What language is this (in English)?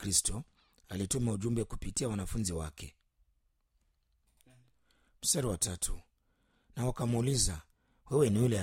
Swahili